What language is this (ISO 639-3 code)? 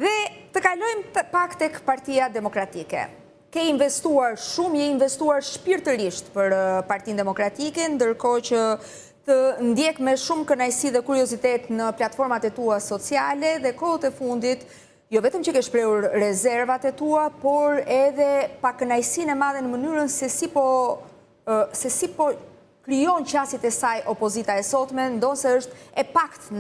sqi